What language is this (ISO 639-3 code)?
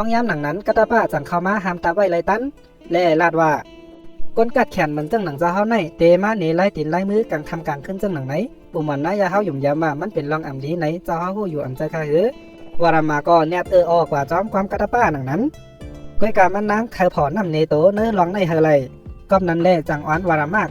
shn